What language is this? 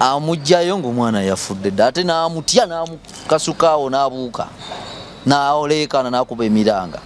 Ganda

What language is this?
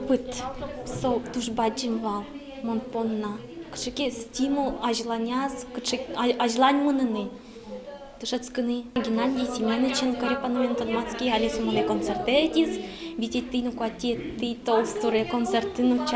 Udmurt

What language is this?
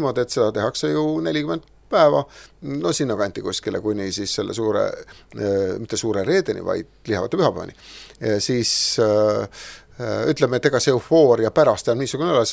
Estonian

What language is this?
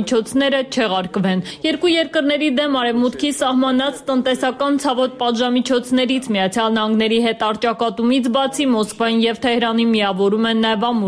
Armenian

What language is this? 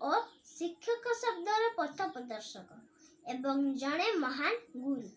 Odia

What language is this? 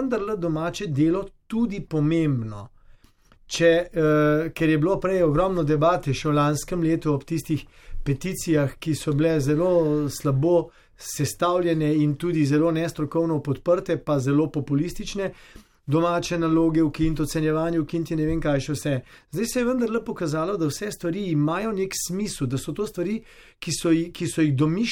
Slovenian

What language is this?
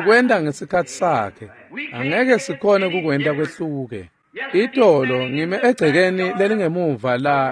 Swati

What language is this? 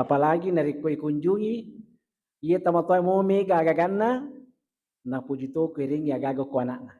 Buginese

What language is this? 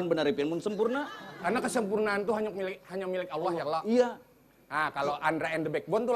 Banjar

